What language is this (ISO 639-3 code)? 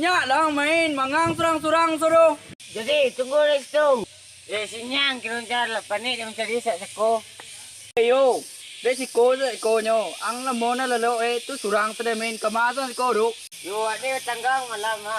min